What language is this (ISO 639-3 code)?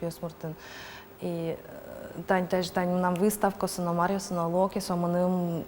udm